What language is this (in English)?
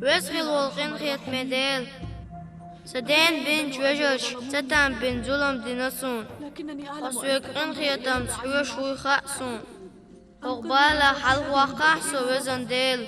Chechen